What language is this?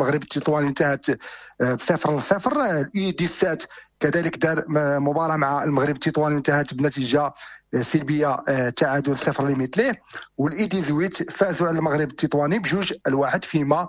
Moroccan Arabic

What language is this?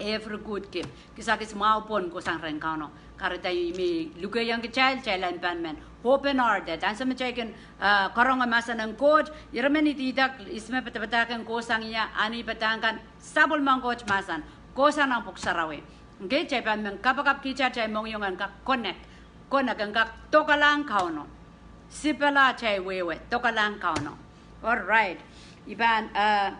Pohnpeian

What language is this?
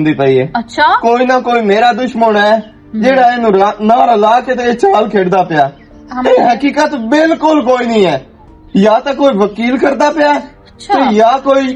Western Panjabi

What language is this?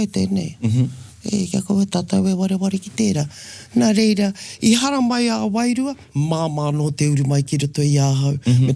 Māori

